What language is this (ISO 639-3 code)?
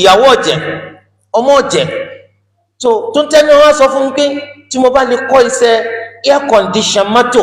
yor